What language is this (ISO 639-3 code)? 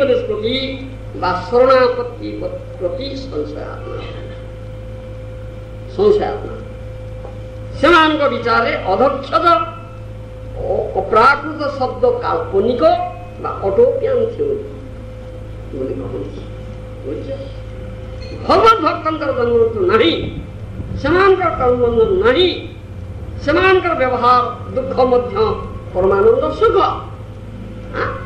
ori